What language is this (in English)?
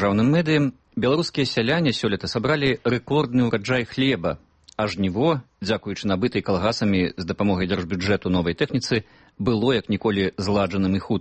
Belarusian